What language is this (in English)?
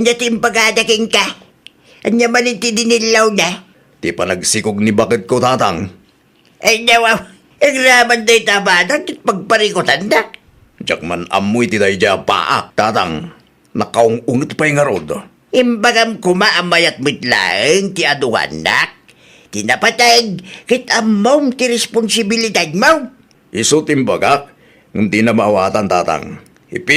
Iloko